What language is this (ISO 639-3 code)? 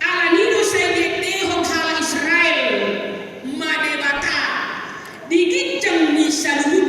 bbc